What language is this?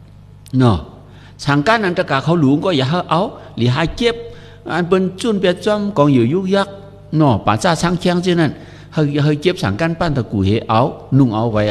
Shan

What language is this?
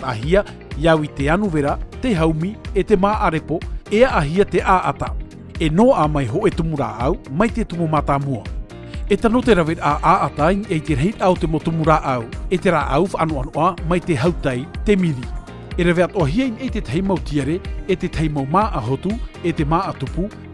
Tahitian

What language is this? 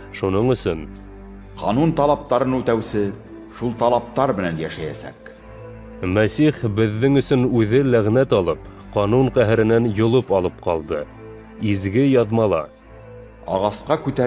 Bashkir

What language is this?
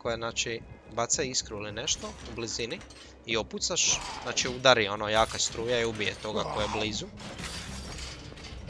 Croatian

